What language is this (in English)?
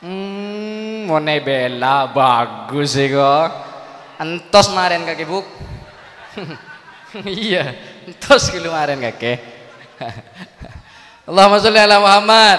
Madurese